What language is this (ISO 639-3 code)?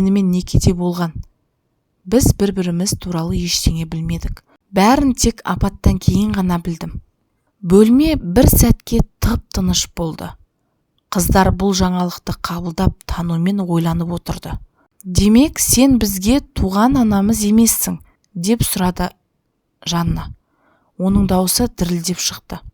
kaz